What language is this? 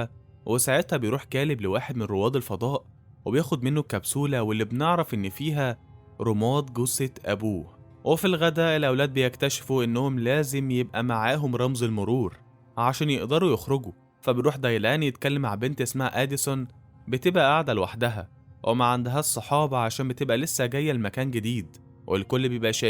Egyptian Arabic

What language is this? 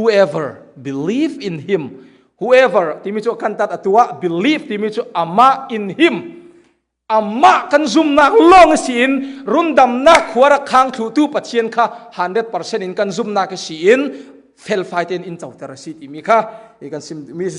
Falam Chin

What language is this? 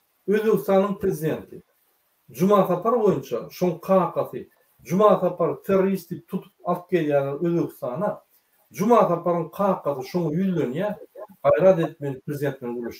Turkmen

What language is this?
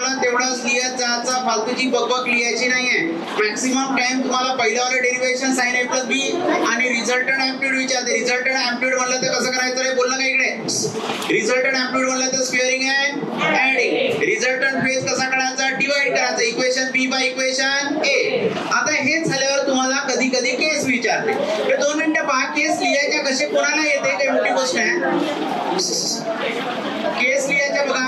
Marathi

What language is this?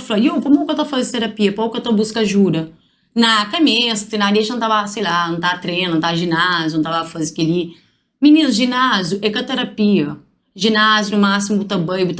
Kabuverdianu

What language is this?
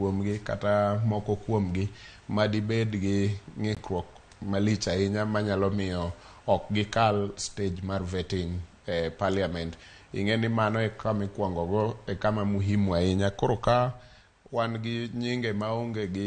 Luo (Kenya and Tanzania)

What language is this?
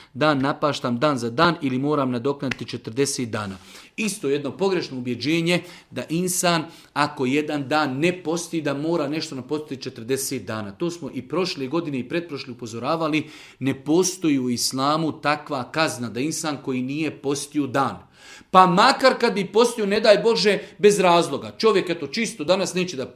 Serbian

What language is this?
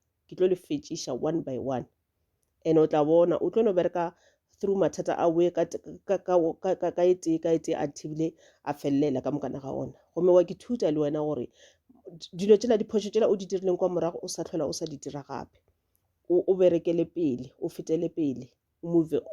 Northern Sotho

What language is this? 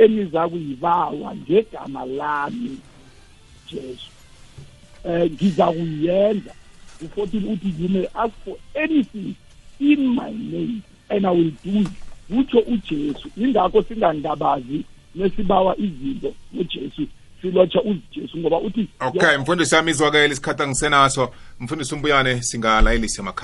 South Ndebele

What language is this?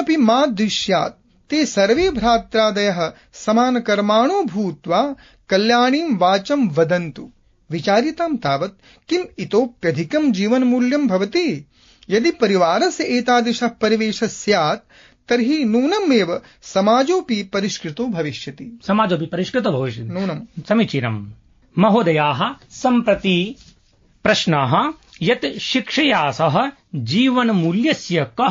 Sanskrit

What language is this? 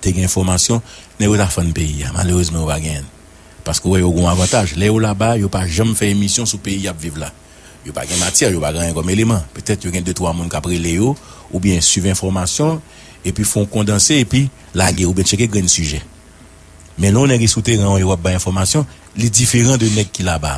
Haitian Creole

